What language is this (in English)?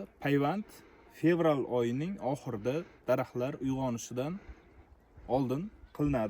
Uzbek